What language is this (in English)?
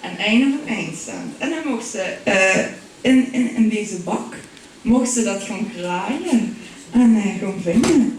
Limburgish